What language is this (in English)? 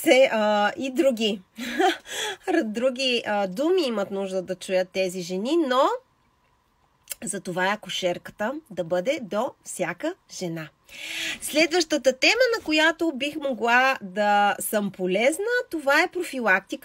Bulgarian